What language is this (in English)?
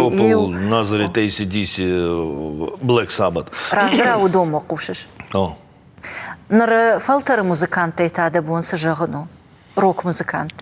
Ossetic